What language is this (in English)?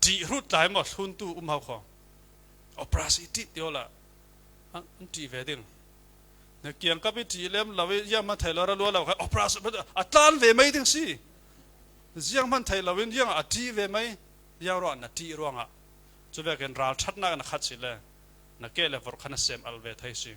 Falam Chin